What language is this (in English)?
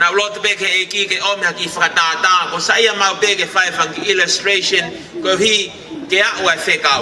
Tongan